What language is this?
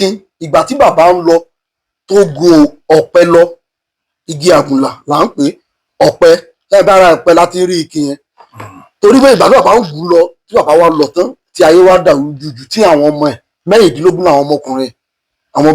Yoruba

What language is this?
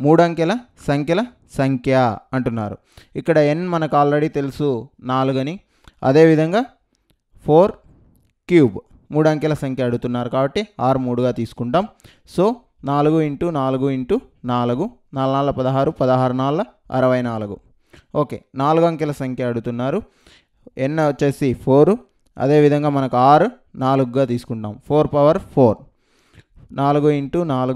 Telugu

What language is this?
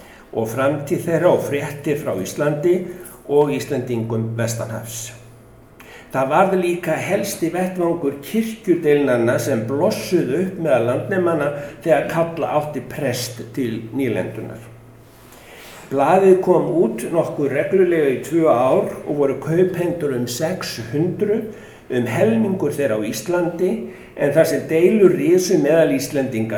Icelandic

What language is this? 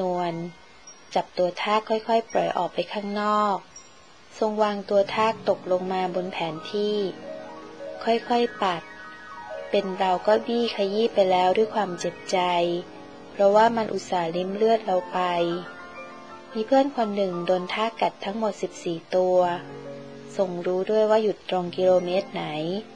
Thai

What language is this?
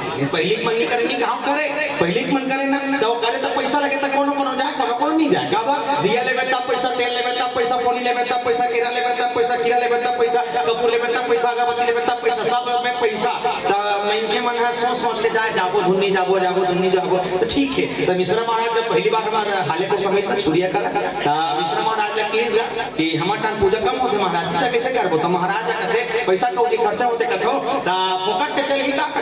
Chhattisgarhi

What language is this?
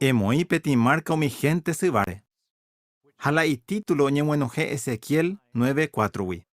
Guarani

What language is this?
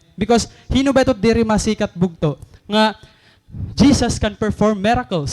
Waray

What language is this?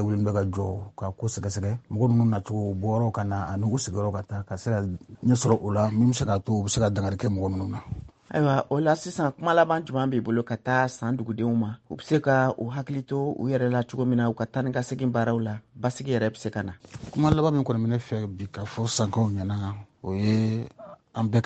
Bambara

